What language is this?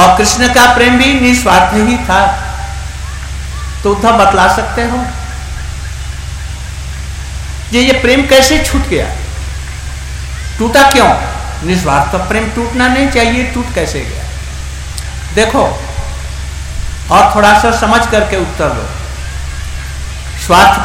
Hindi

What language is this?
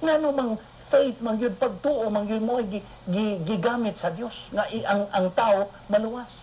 Cebuano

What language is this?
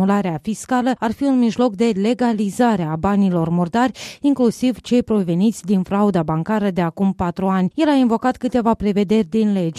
Romanian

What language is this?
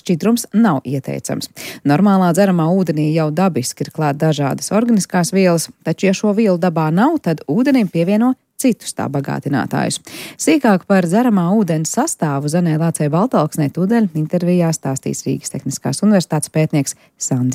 Latvian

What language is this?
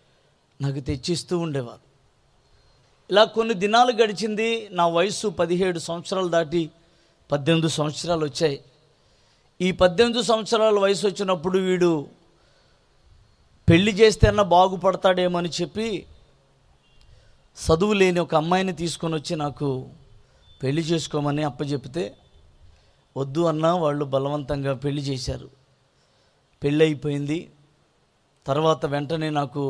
Telugu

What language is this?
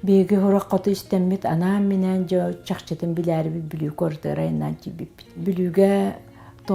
Yakut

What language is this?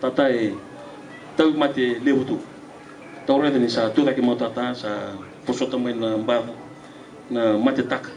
Fijian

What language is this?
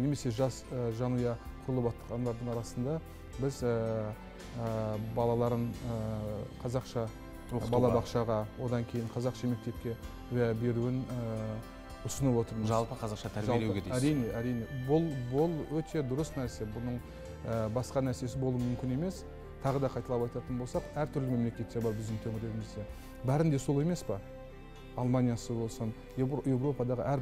Kazakh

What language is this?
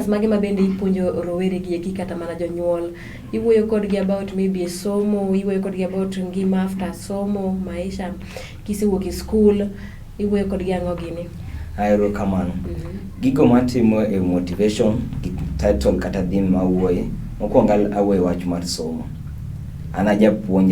Luo (Kenya and Tanzania)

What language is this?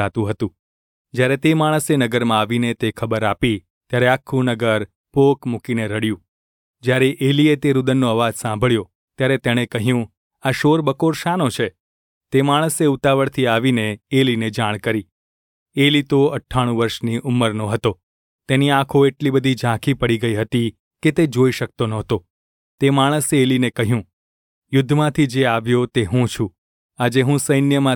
Gujarati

